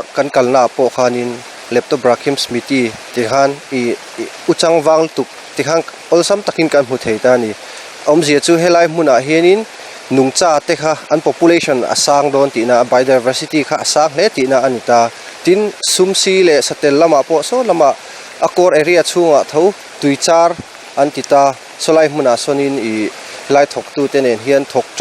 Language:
Mizo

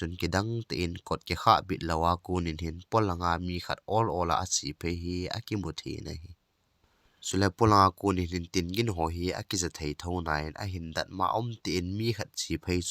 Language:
Thado Chin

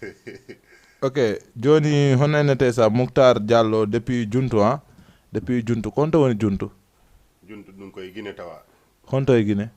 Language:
Fula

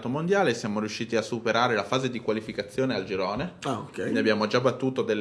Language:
Italian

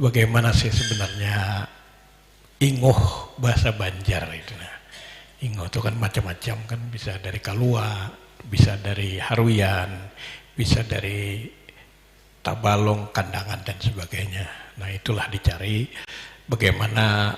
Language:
Banjar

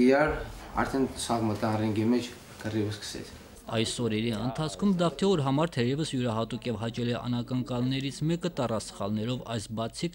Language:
Armenian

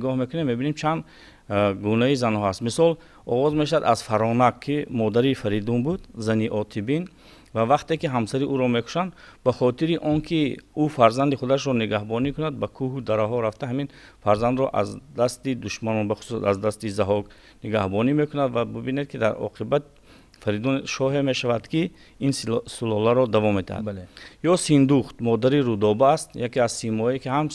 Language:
Tajik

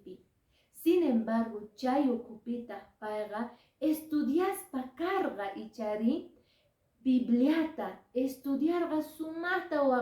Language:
Quechua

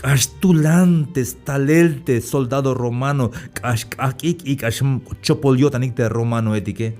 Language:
Tzeltal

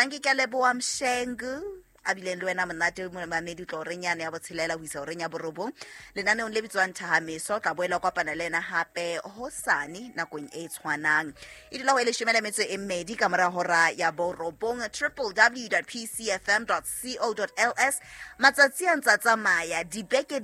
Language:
Southern Sotho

